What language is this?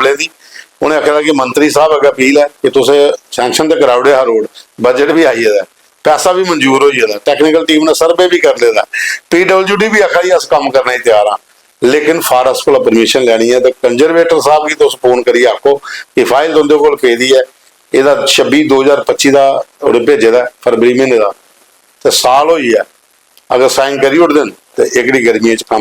Dogri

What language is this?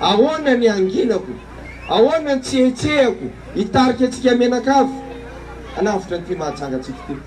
Malagasy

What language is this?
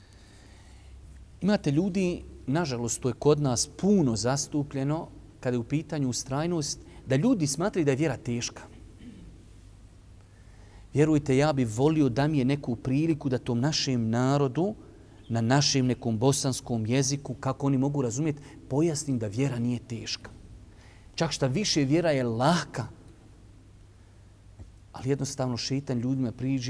Bosnian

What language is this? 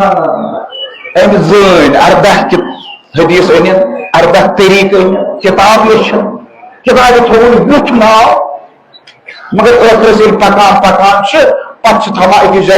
Kashmiri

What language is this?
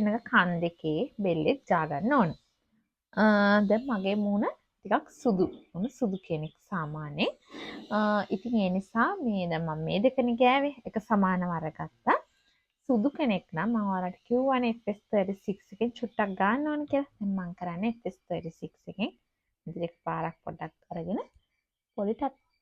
Sinhala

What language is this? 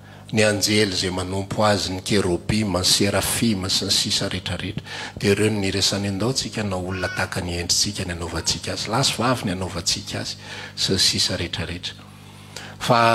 Malagasy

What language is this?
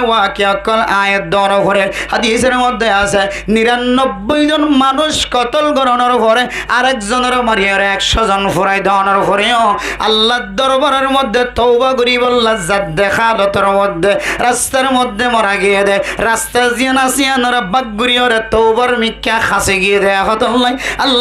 Rohingya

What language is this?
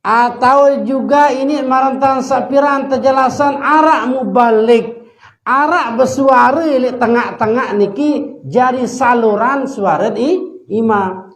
Sasak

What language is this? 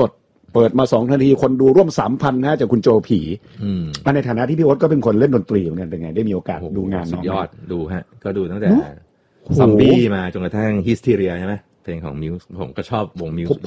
Thai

